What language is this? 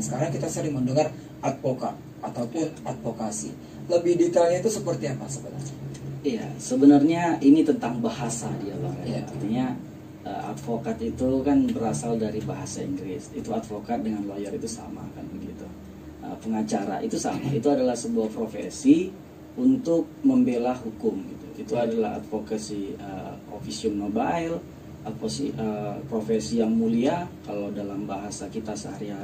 Indonesian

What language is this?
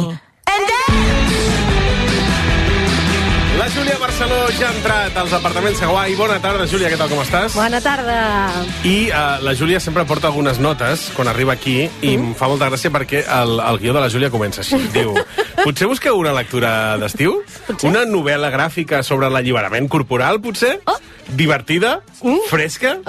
Catalan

